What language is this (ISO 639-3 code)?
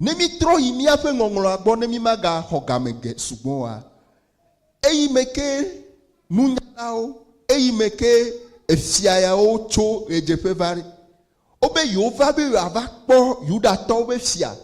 ewe